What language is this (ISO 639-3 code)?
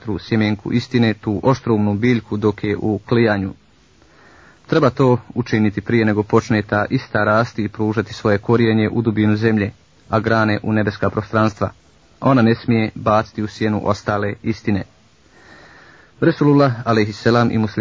bos